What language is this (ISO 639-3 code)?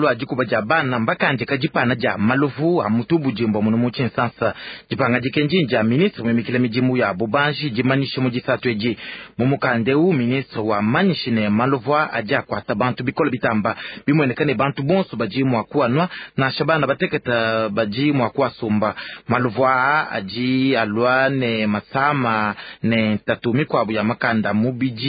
lua